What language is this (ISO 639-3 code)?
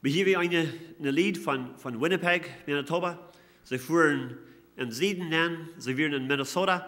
pdt